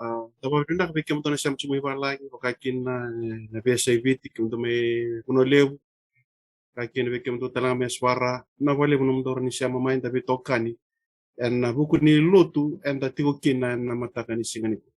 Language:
Fijian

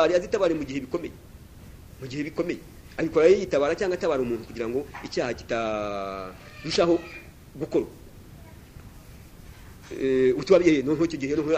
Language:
Kinyarwanda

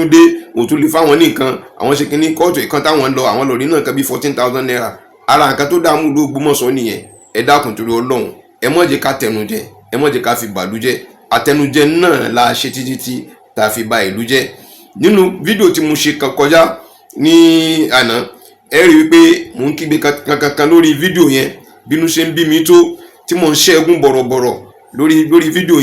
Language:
Yoruba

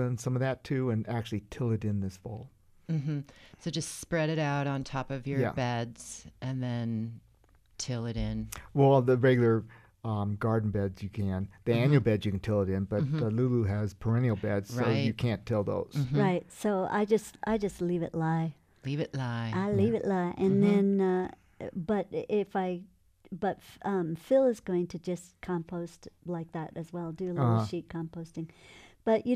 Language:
English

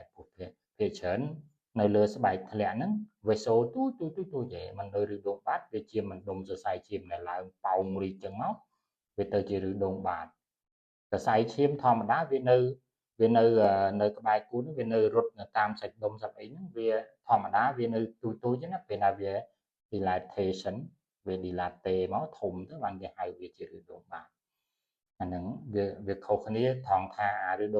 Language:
Khmer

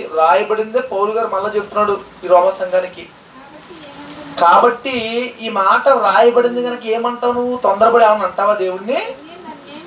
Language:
Telugu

